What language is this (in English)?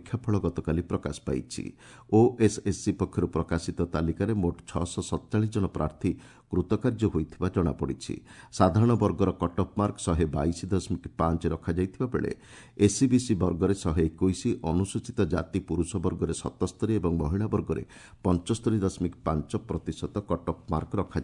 Odia